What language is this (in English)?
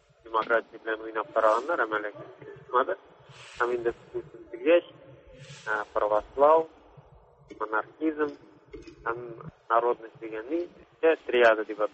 Tatar